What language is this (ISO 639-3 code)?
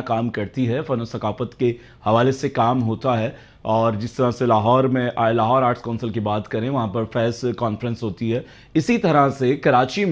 urd